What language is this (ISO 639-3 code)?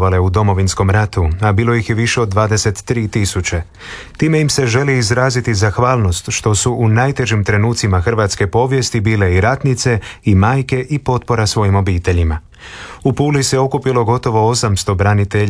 hrv